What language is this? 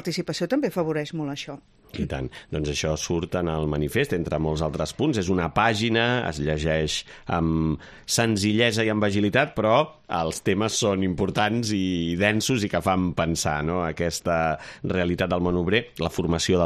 Catalan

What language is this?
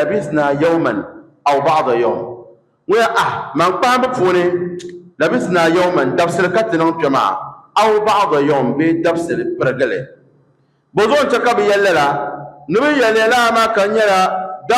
Dagbani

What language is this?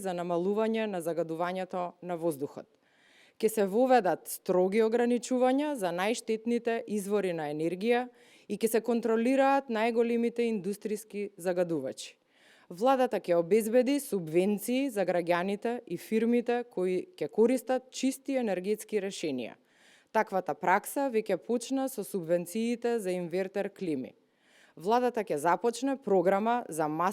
Macedonian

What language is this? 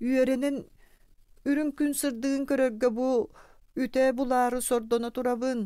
Yakut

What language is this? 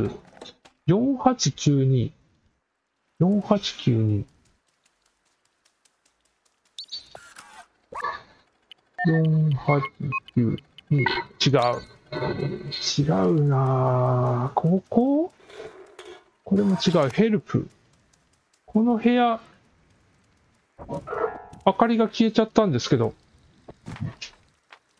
Japanese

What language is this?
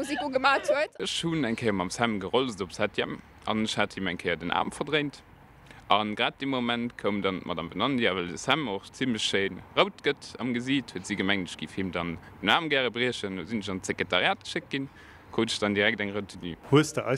Luxembourgish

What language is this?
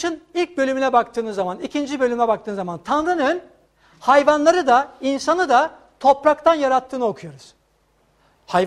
Turkish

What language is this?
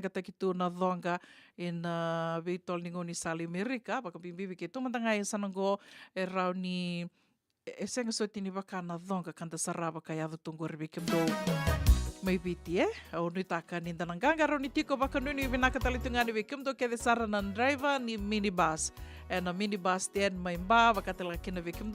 Fijian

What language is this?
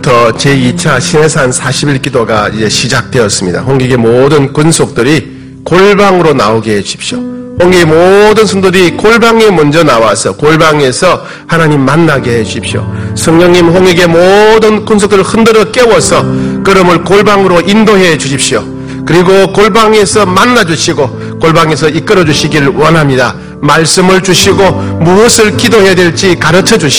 Korean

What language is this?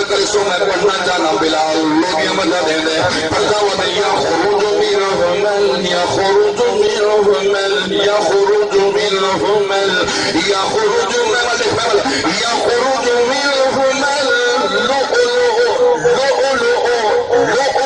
Saraiki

